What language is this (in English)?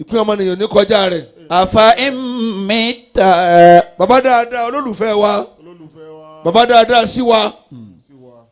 Yoruba